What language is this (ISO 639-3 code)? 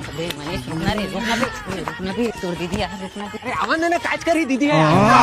hne